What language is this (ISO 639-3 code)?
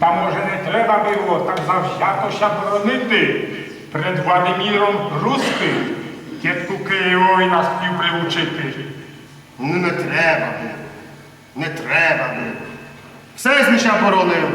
rue